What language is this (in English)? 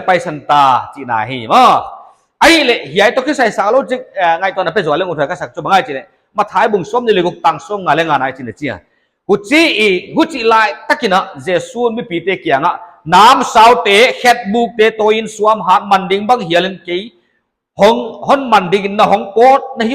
Paite Chin